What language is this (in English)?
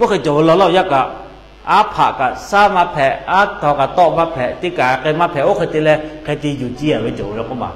Lahu